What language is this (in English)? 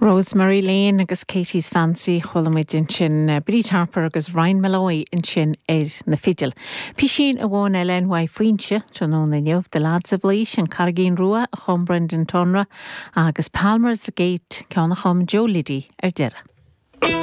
Irish